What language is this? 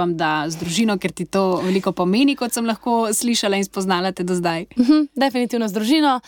Slovenian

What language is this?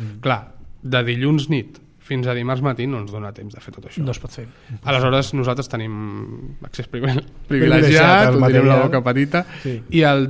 Catalan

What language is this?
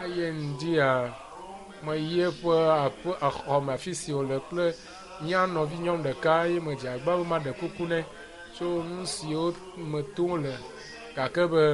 Ewe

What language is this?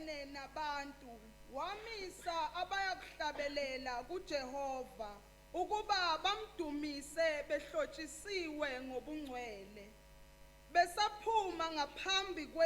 Zulu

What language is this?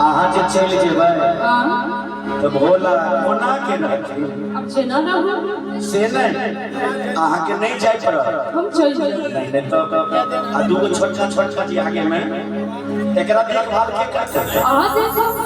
Maithili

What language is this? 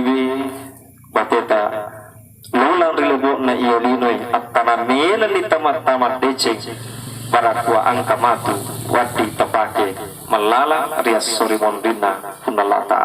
Buginese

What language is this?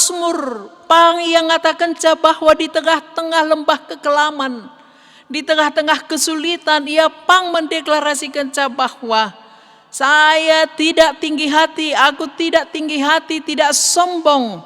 Batak Karo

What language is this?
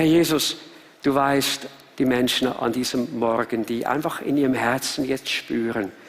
Swiss German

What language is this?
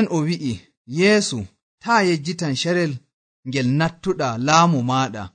Nigerian Fulfulde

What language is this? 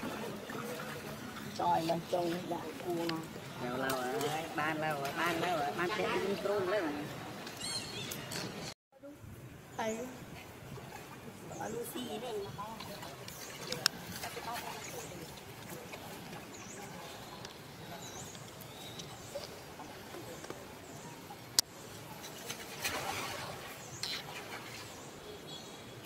Vietnamese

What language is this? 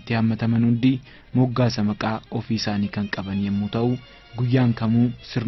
Oromo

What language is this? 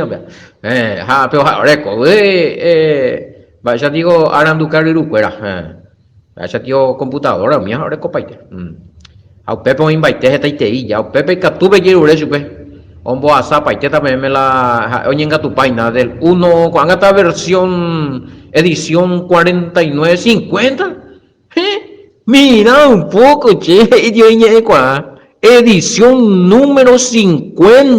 Guarani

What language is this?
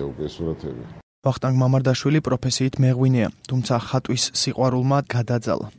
Georgian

